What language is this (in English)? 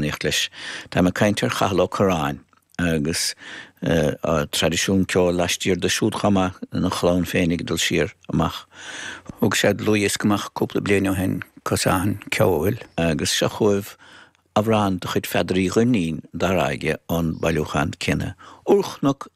Irish